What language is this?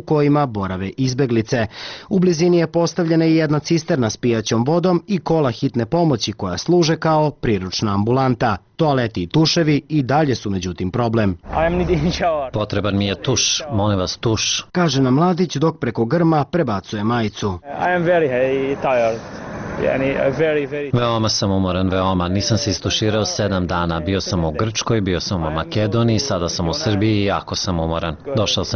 Serbian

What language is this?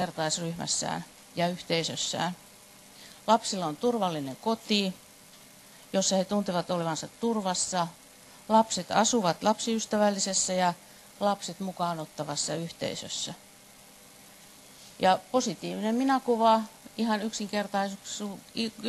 Finnish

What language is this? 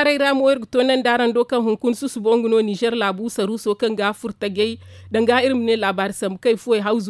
Zarma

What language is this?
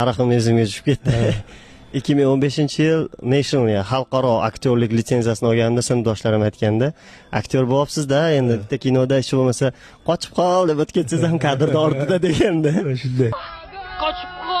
Uzbek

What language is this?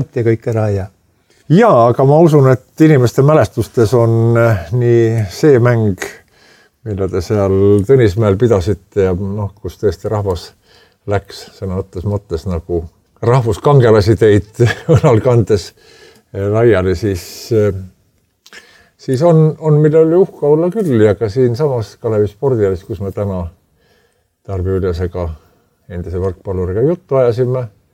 Estonian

